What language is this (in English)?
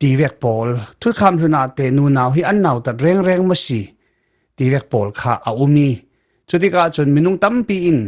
Falam Chin